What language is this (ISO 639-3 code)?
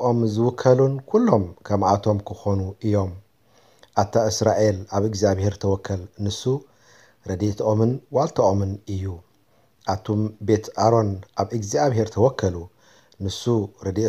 tir